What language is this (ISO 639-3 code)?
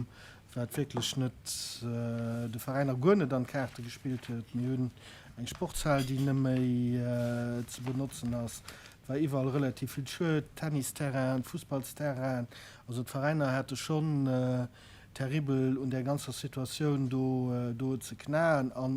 ltz